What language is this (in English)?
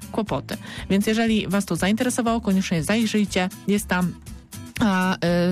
Polish